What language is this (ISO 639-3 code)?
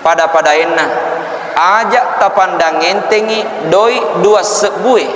bug